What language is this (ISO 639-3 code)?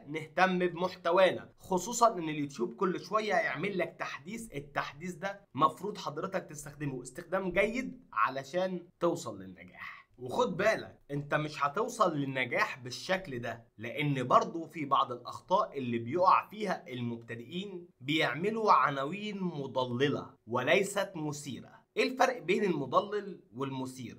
arz